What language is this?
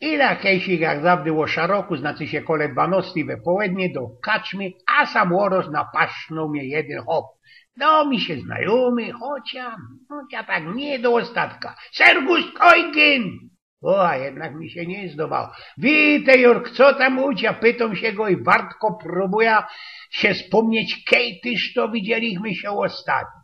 Silesian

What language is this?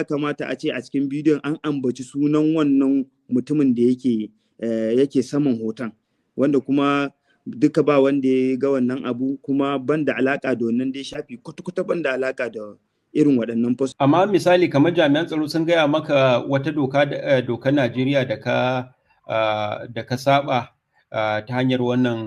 Hausa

